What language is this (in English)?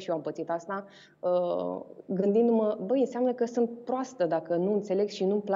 Romanian